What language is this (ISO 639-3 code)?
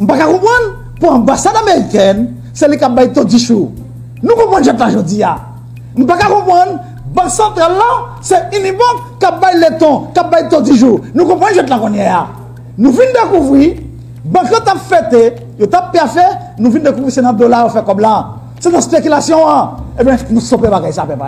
hat